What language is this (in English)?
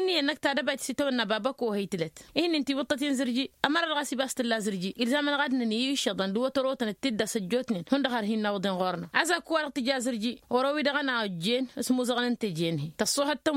Tamasheq